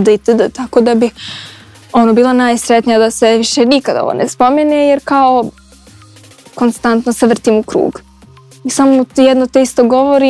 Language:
Croatian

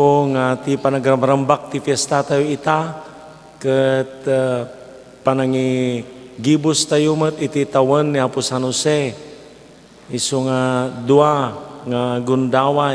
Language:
Iloko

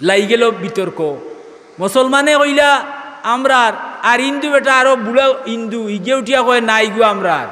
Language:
Sylheti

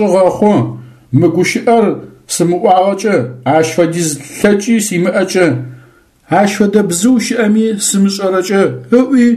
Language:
Adyghe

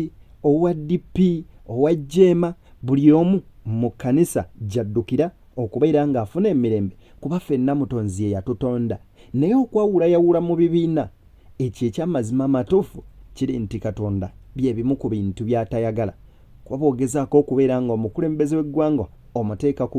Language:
Ganda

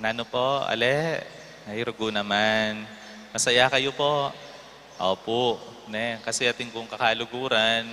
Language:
Pampanga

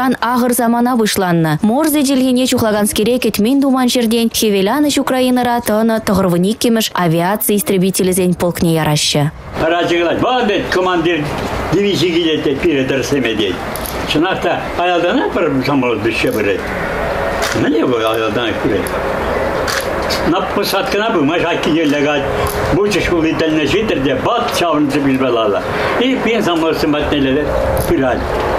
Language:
Chuvash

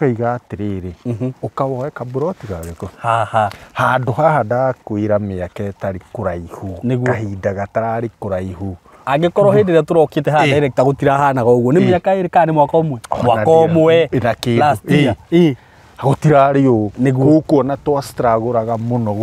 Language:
Kikuyu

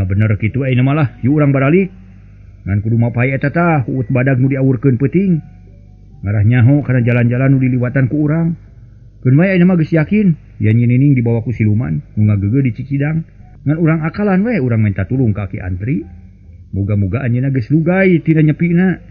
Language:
Sundanese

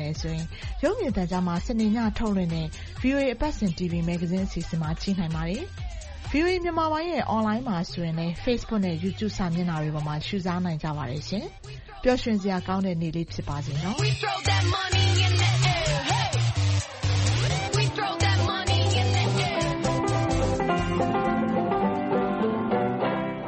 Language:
Burmese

